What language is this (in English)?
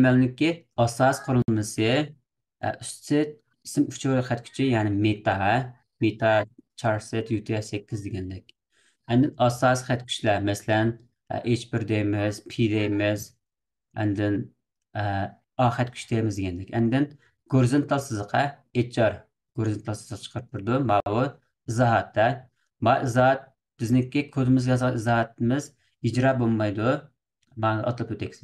Uyghur